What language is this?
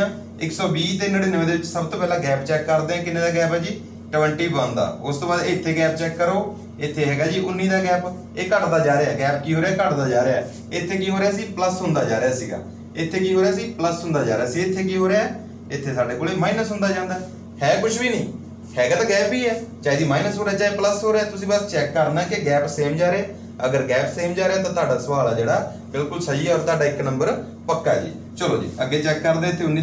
Punjabi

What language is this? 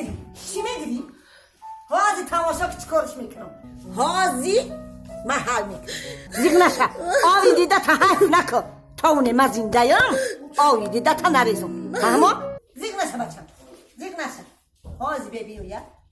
Tajik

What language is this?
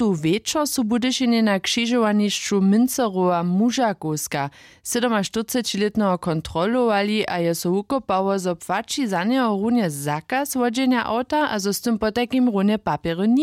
Upper Sorbian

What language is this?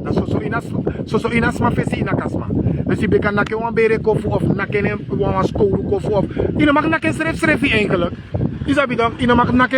Sranan Tongo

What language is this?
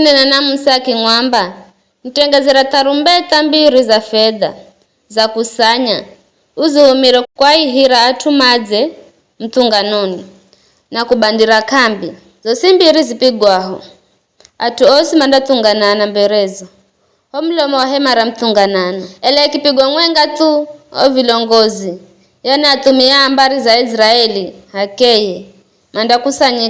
Giryama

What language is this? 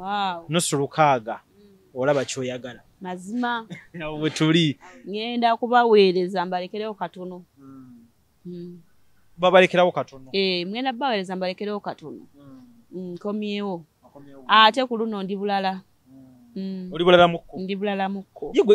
Ganda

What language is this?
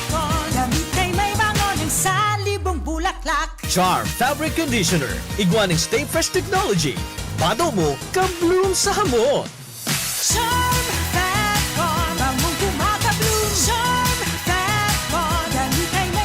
Bikol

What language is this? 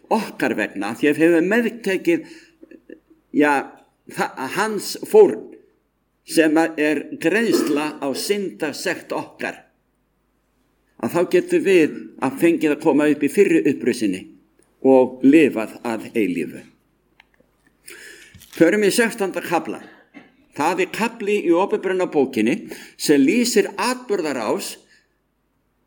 Icelandic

